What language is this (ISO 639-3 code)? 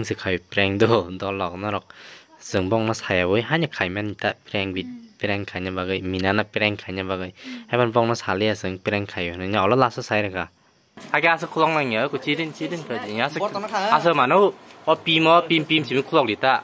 trp